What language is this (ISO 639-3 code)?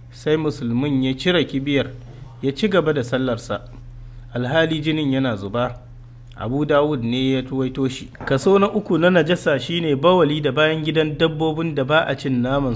hau